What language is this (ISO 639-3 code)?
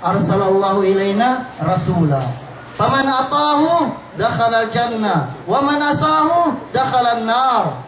yka